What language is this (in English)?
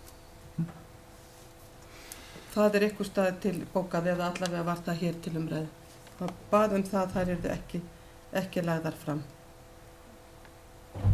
Icelandic